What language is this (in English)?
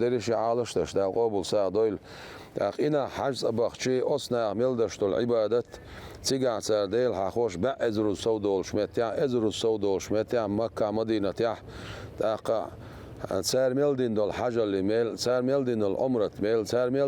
Chechen